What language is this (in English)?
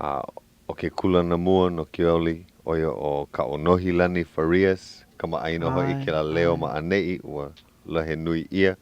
Hawaiian